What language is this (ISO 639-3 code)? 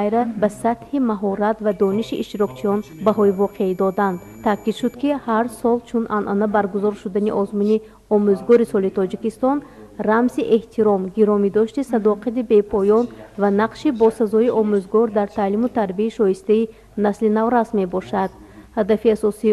tgk